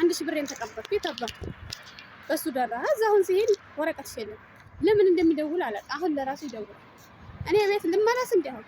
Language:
Amharic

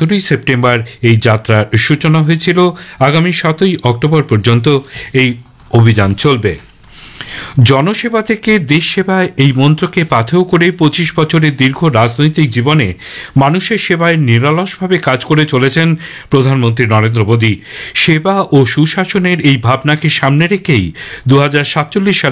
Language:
Bangla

